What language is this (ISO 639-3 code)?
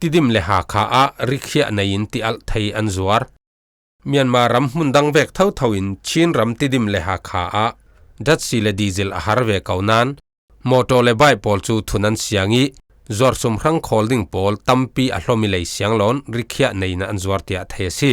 cfm